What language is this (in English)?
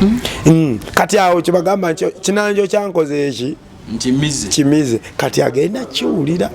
Ganda